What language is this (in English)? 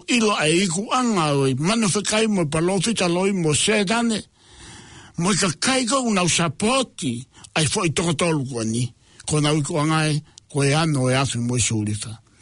Tongan